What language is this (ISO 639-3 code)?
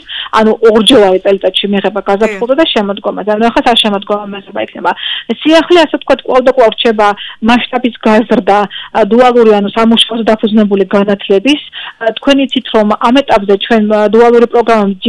kat